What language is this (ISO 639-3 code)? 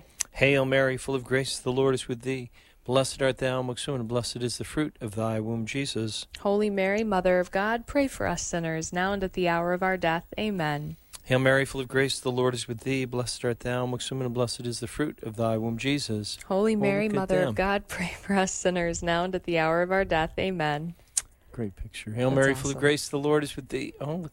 eng